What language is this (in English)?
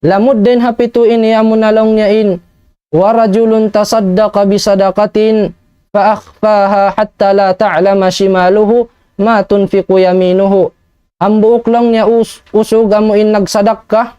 Tausug